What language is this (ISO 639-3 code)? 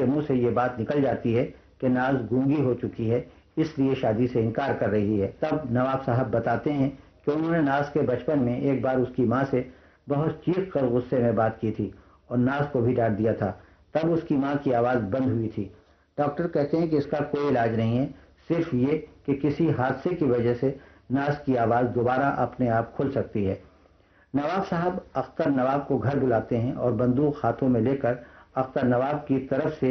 urd